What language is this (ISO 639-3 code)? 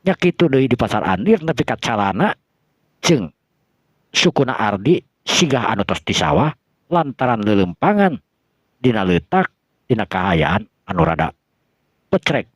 sun